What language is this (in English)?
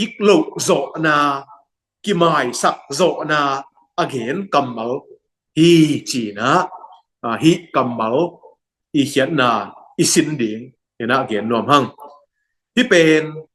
Tedim Chin